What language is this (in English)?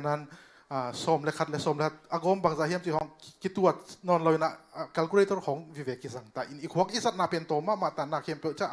Tedim Chin